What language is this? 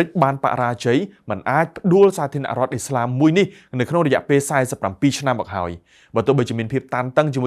Khmer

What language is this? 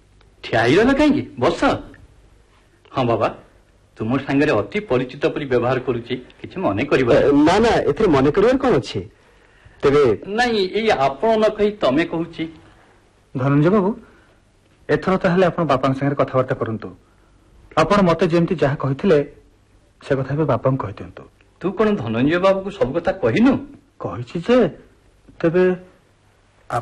Odia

